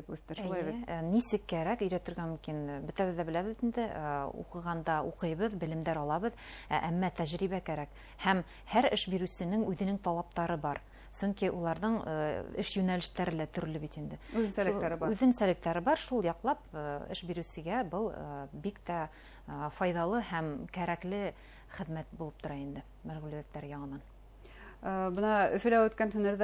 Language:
Bashkir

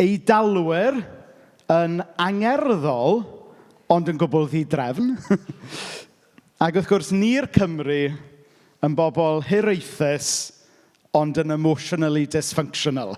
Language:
Welsh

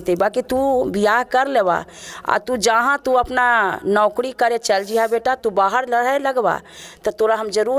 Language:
Magahi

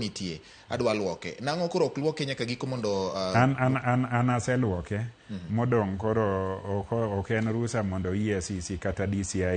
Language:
Luo (Kenya and Tanzania)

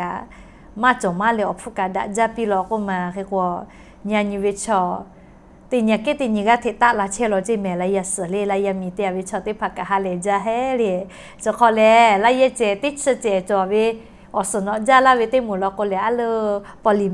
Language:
Lahu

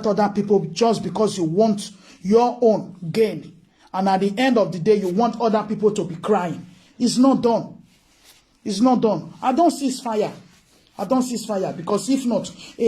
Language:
Nigerian Pidgin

